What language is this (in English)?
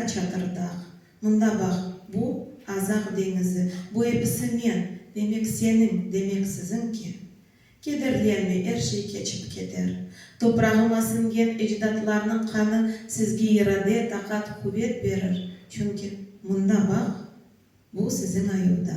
Crimean Tatar